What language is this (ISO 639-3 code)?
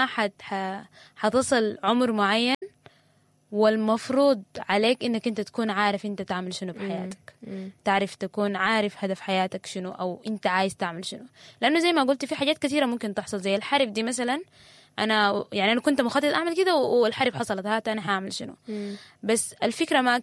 apd